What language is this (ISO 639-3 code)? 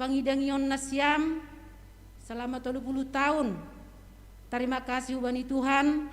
bts